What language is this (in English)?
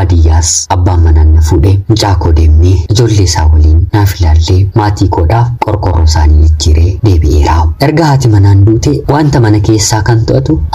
Oromo